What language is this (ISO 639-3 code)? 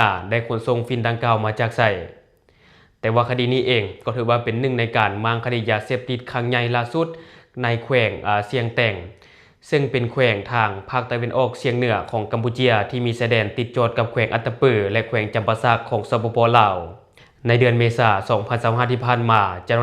lao